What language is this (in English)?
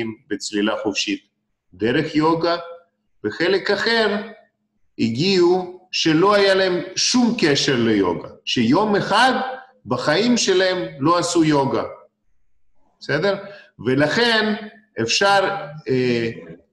Hebrew